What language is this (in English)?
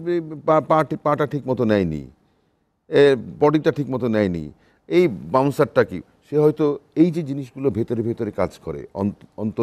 Bangla